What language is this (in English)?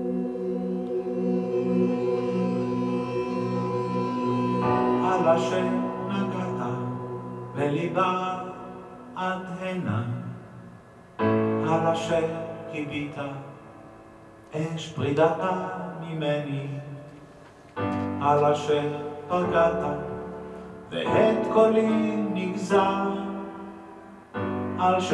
Hebrew